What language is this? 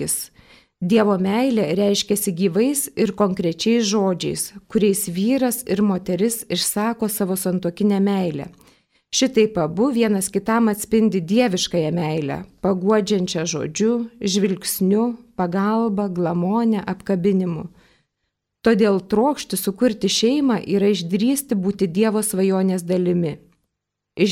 Lithuanian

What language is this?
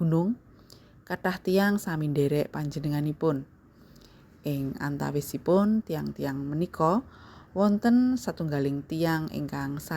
Javanese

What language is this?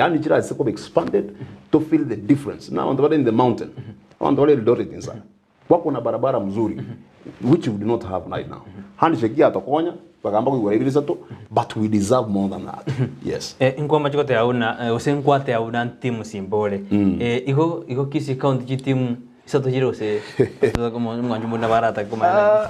Gusii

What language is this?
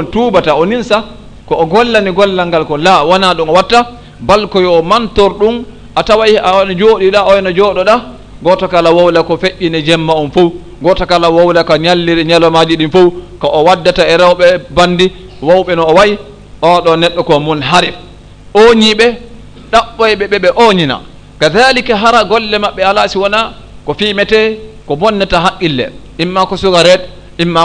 Fula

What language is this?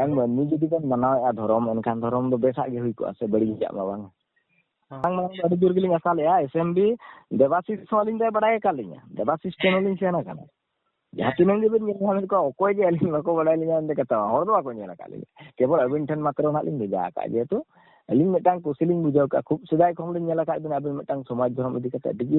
Santali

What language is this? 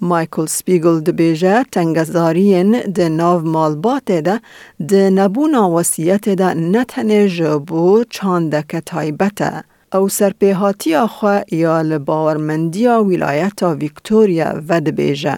Kurdish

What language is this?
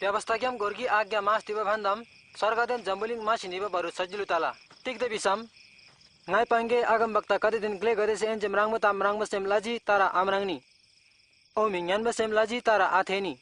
Eastern Tamang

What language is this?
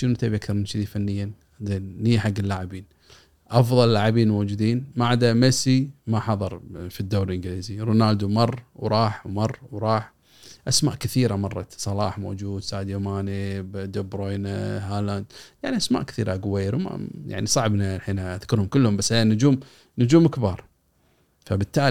Gulf Arabic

